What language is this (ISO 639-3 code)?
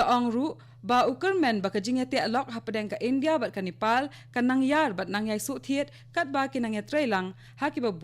kha